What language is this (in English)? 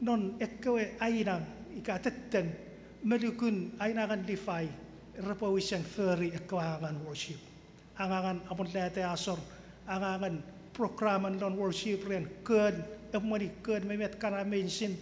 Chuukese